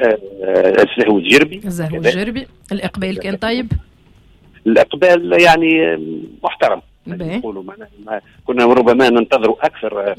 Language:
Tunisian Arabic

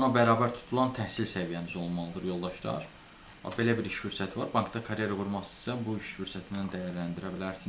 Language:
Azerbaijani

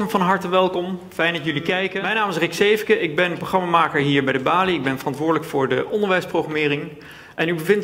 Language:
Dutch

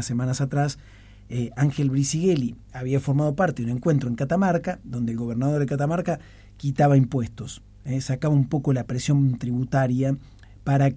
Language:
Spanish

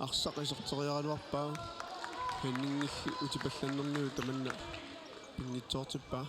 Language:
Kalaallisut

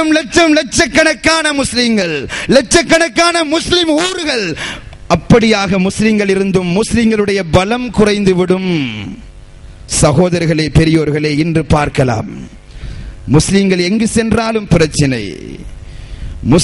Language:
Tamil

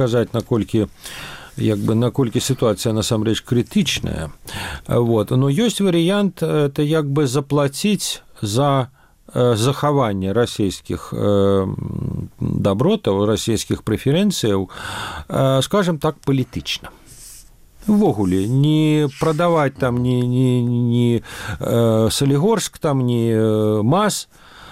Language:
Belarusian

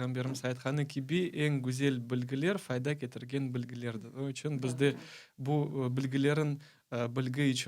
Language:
Crimean Tatar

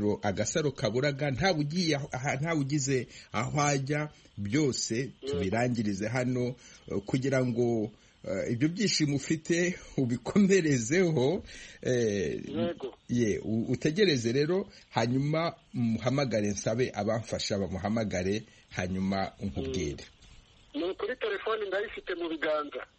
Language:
Kinyarwanda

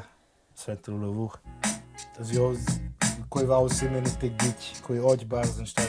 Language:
Romansh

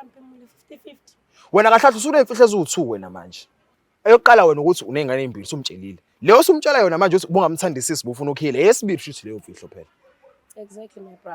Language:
Zulu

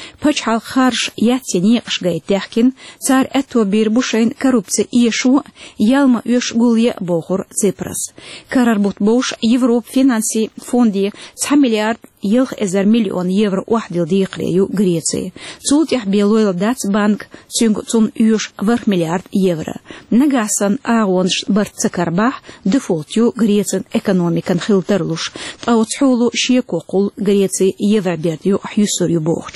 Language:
Chechen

